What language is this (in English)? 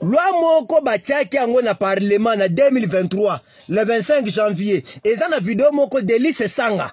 Lingala